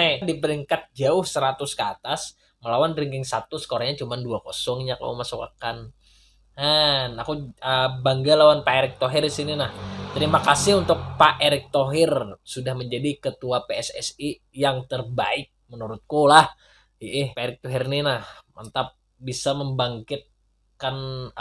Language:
Banjar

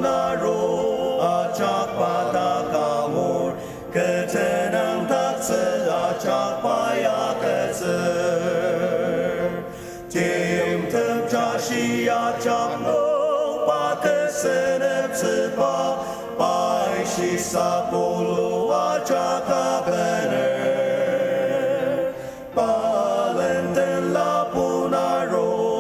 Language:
Ao Naga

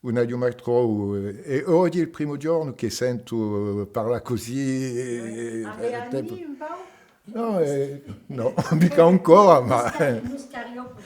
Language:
Occitan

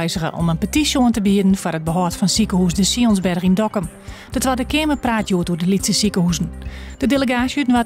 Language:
Western Frisian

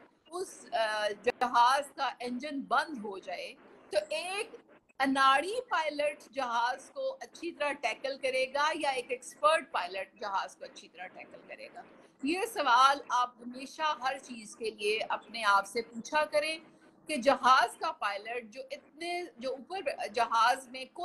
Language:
Urdu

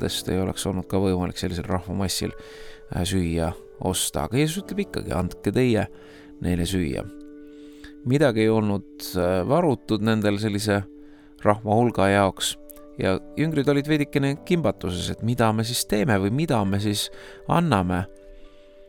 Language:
Estonian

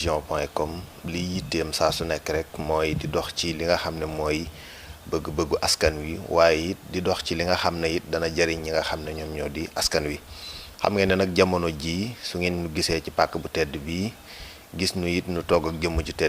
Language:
Wolof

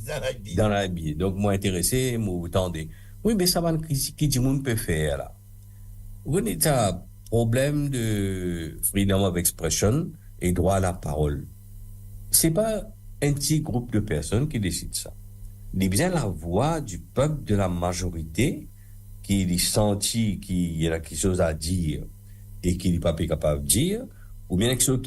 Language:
Morisyen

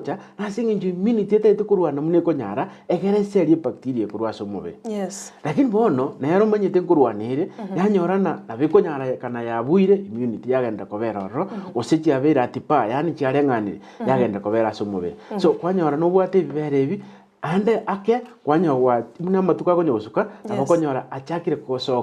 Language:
Gusii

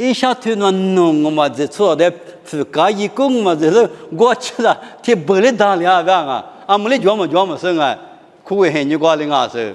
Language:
Lisu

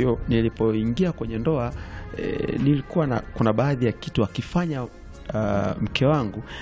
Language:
Swahili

